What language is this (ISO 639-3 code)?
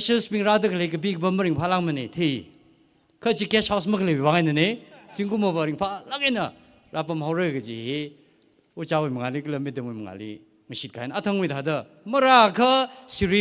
nmf